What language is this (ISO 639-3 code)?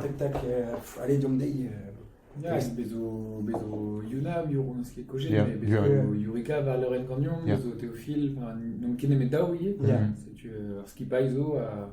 bre